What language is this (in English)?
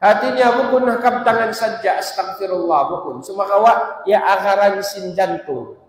Tausug